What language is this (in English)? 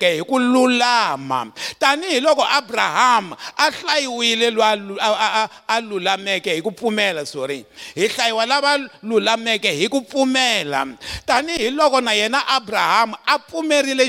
Tsonga